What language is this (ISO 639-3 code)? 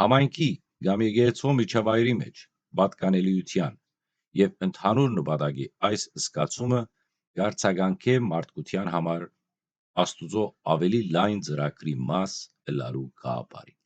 hyw